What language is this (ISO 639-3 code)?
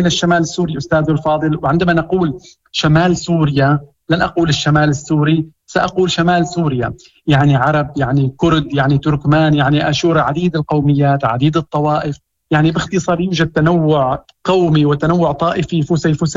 ary